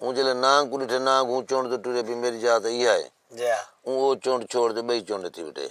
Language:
Saraiki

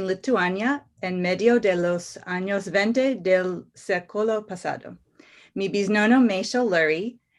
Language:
Ladino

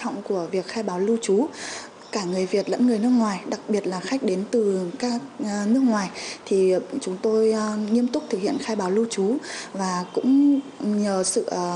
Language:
Vietnamese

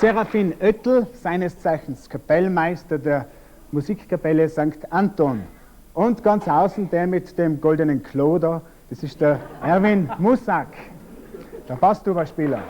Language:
Bavarian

